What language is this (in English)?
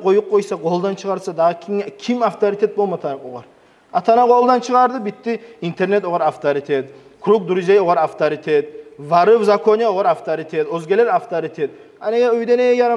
Kumyk